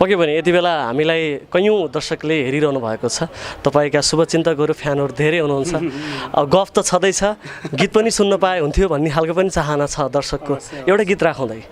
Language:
Nepali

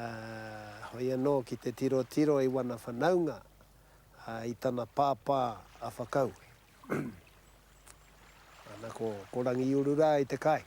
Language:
Māori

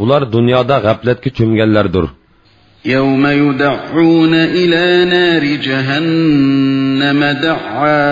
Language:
Uyghur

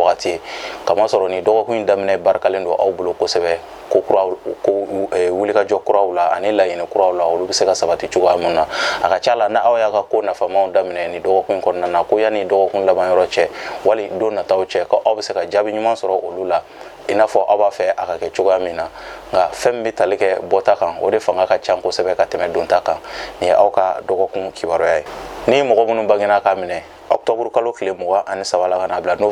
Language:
Bambara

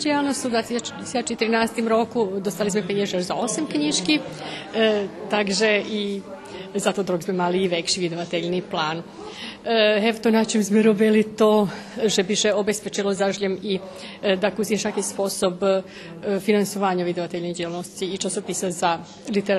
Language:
Rusyn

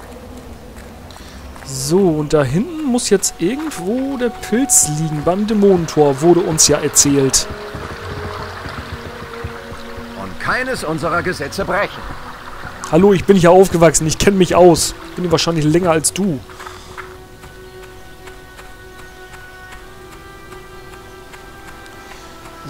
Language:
German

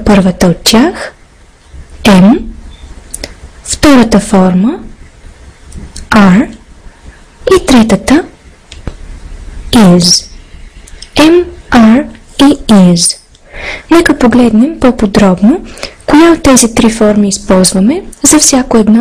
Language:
Bulgarian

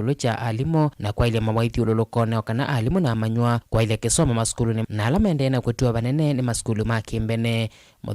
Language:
Kamba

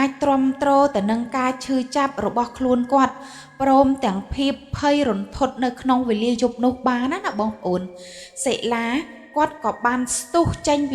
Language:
Khmer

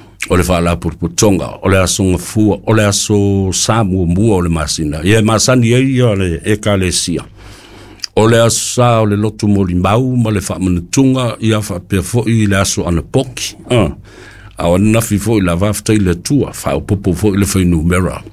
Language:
Samoan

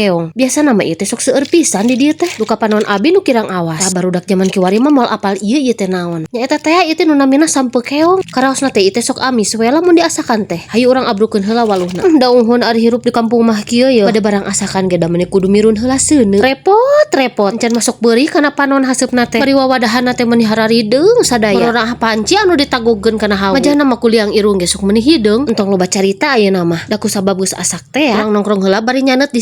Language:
Sundanese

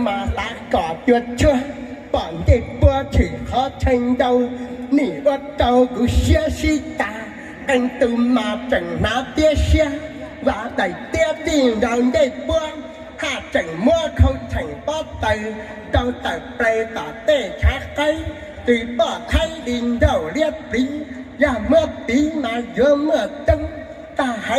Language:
Hmong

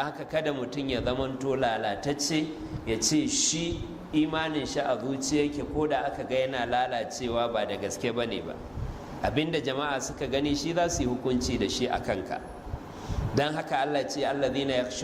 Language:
Hausa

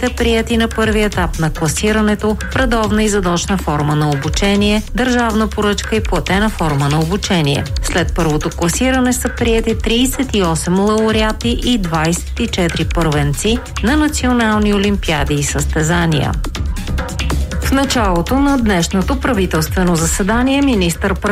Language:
Bulgarian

